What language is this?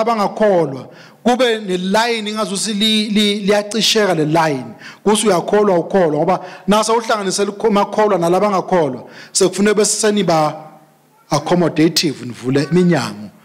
Swati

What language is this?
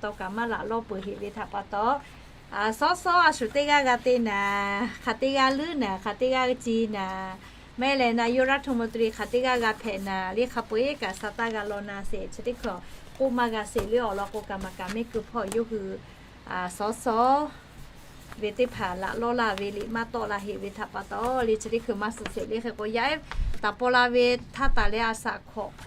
Lahu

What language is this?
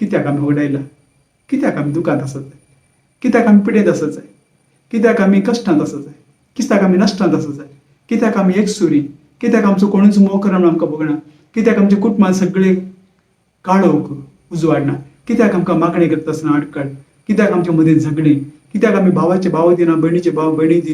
Konkani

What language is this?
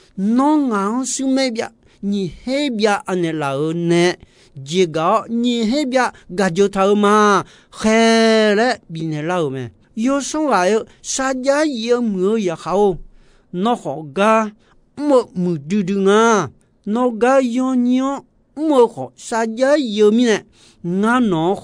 Akha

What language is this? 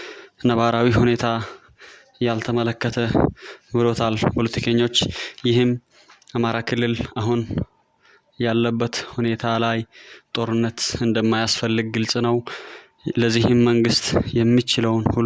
Amharic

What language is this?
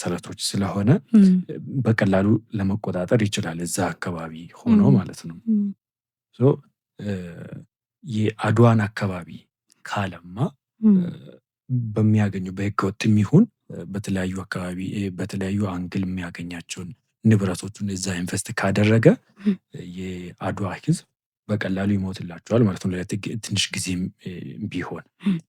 Amharic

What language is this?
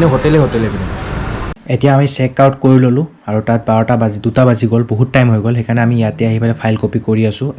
Assamese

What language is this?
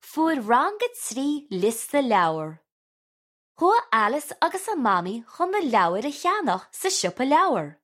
Irish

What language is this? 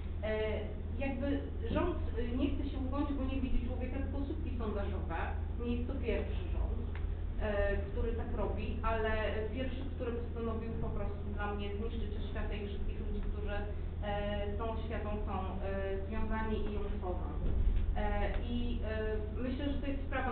Polish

